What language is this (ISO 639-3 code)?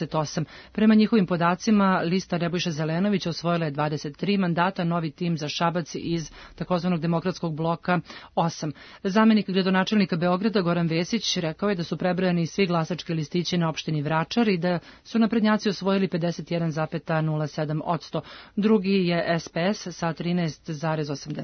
srp